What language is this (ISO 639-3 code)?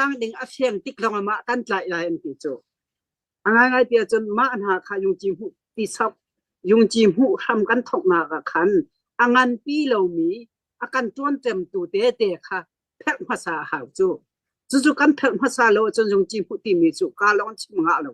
cnh